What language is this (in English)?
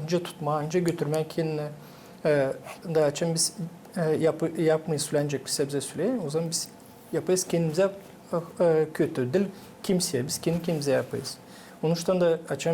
Gagauz